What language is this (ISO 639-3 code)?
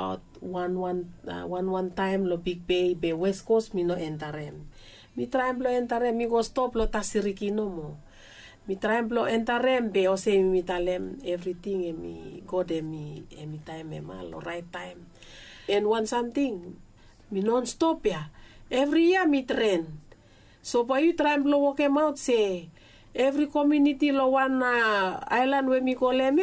bis